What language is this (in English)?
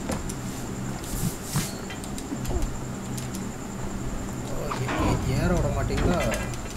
Tamil